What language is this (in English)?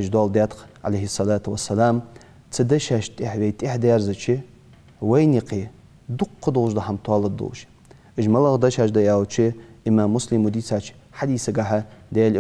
Ingush